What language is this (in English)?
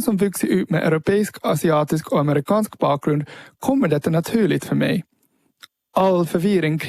Swedish